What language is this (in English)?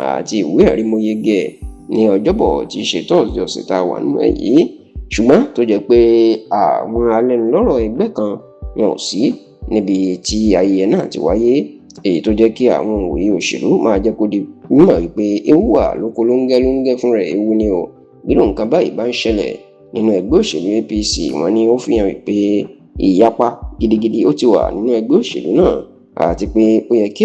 Yoruba